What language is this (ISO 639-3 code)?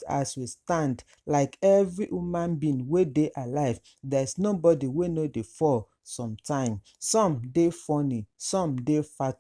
pcm